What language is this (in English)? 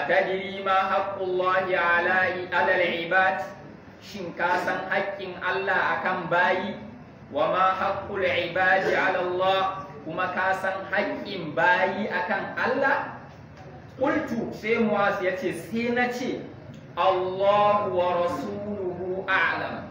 Hausa